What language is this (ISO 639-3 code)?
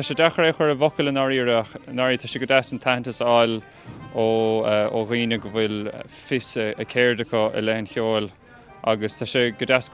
gle